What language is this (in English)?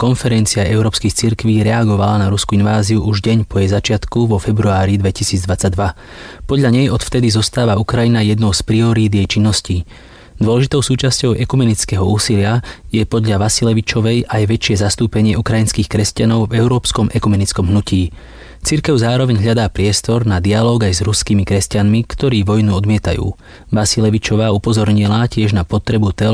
Slovak